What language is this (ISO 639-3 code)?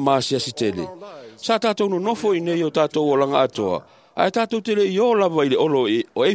smo